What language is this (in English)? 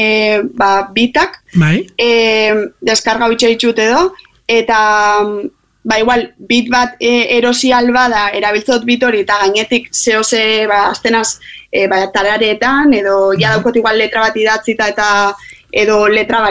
Basque